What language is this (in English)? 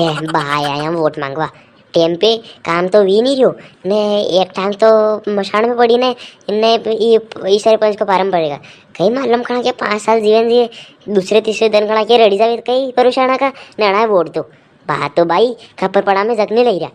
Rajasthani